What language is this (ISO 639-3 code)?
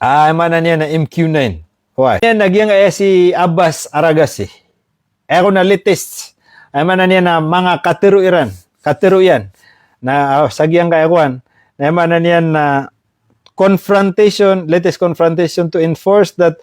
mrw